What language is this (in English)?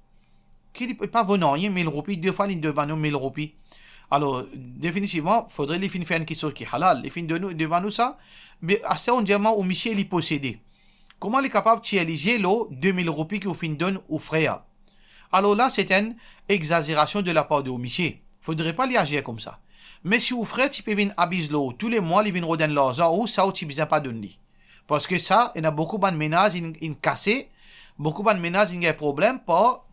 Morisyen